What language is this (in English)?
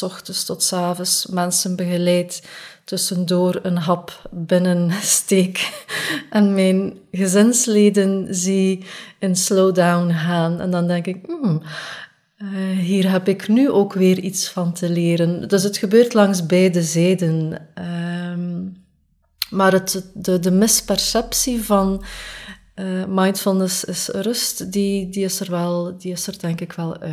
Dutch